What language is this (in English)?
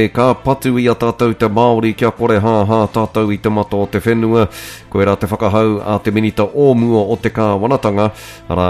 Māori